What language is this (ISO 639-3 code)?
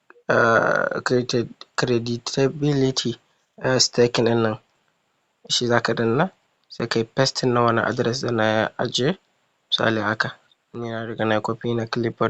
hau